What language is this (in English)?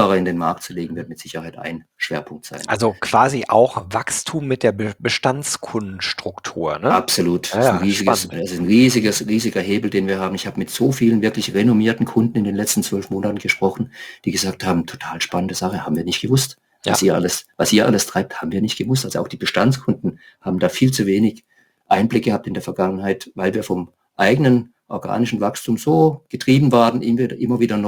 German